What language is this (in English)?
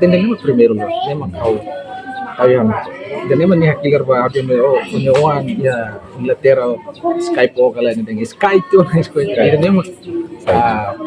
Tetum